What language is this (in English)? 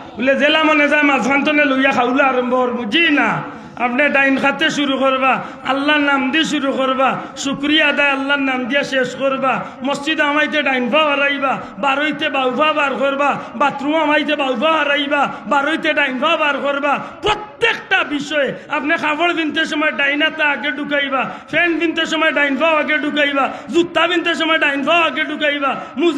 Sylheti